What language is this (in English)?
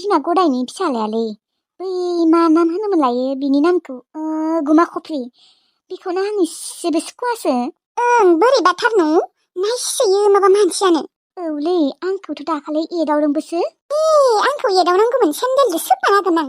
Bodo